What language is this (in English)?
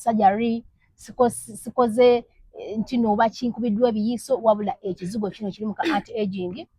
Ganda